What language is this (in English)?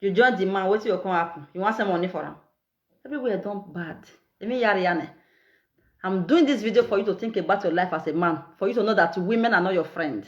Nigerian Pidgin